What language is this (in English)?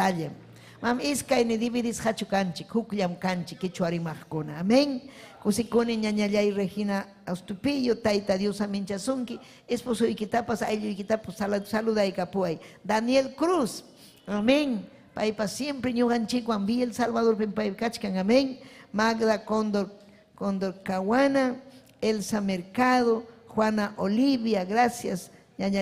Ayacucho Quechua